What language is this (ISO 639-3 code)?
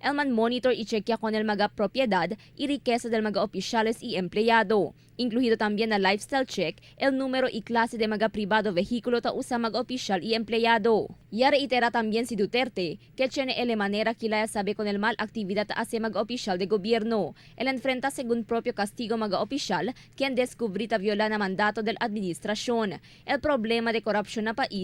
cbk